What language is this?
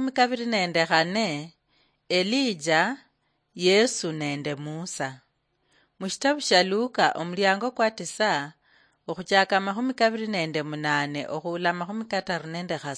Luyia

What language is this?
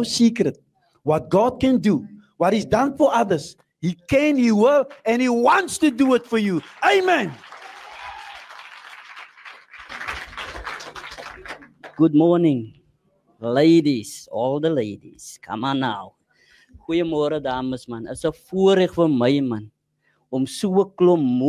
Afrikaans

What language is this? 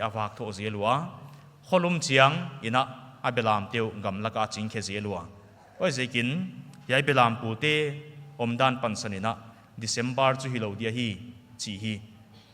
Paite Chin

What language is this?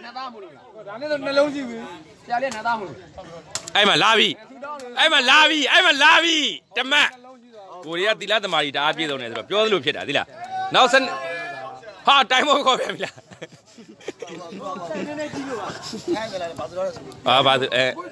Burmese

